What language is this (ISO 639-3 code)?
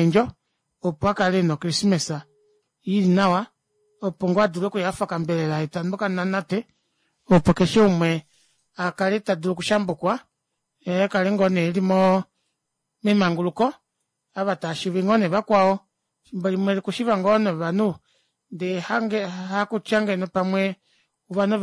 kua